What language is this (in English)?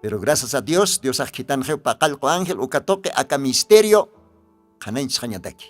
Aymara